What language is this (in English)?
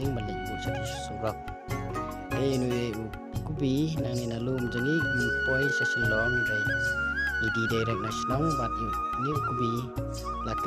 Khasi